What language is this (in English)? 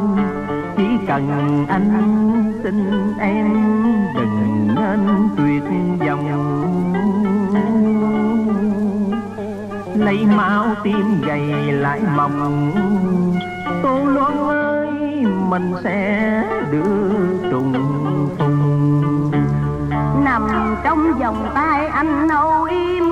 Vietnamese